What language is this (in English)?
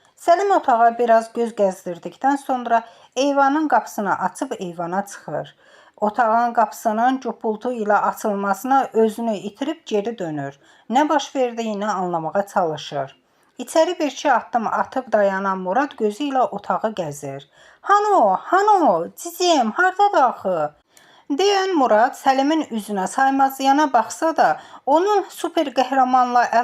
Azerbaijani